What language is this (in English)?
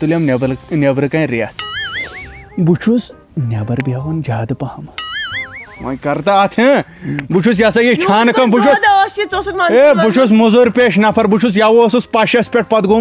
Kashmiri